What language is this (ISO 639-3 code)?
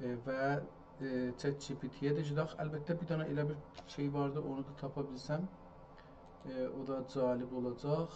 azb